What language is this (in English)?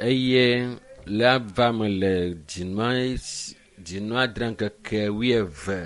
Ewe